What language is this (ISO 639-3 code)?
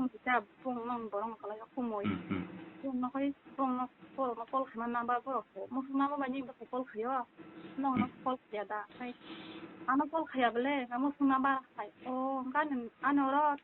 trp